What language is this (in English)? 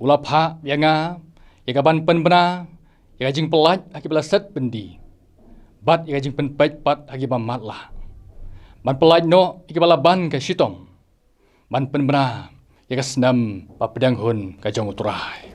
Khasi